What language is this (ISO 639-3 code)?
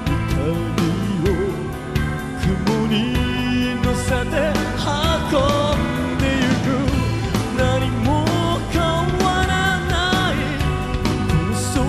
jpn